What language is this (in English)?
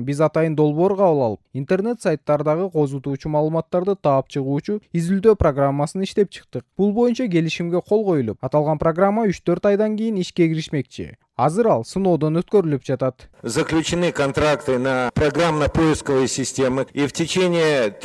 Kyrgyz